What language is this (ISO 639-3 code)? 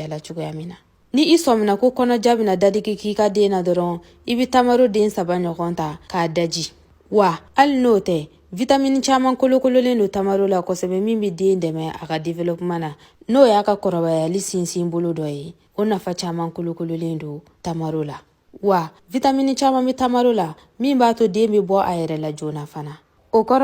bam